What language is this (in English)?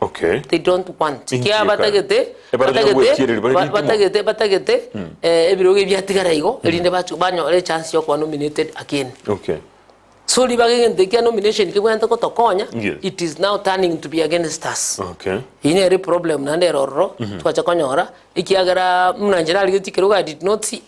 Gusii